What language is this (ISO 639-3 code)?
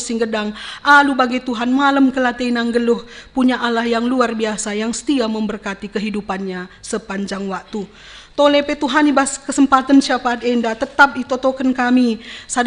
btx